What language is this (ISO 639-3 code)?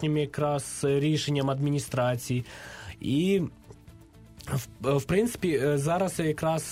ukr